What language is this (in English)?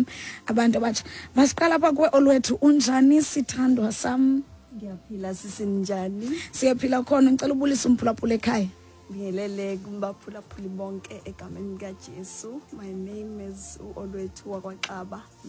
Xhosa